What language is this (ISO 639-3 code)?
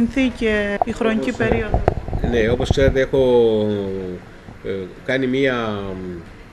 ell